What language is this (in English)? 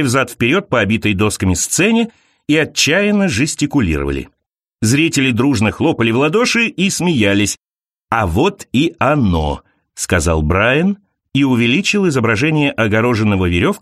Russian